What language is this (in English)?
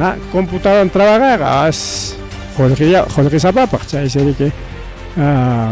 Ayacucho Quechua